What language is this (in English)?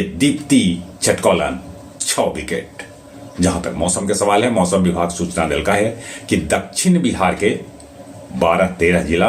Magahi